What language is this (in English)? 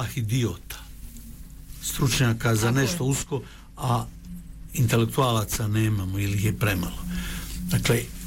Bosnian